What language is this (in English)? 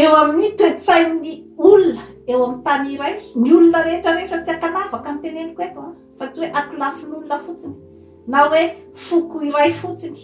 Malagasy